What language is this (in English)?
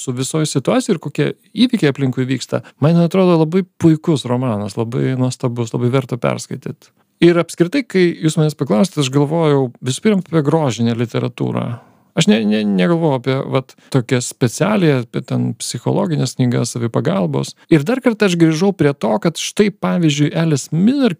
Lithuanian